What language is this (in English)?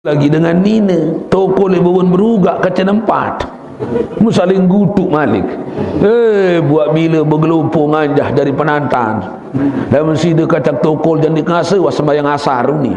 Sasak